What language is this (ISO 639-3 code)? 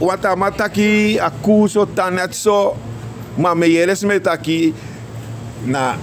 srn